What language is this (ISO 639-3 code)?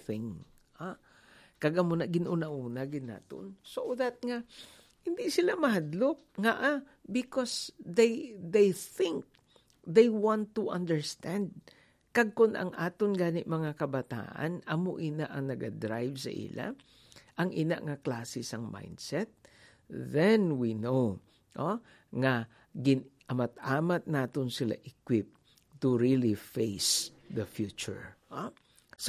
hil